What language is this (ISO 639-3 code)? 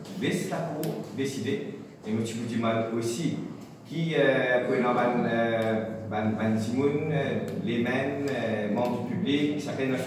mfe